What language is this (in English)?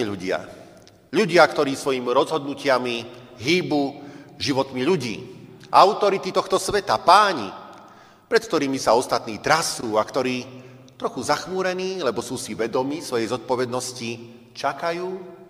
Slovak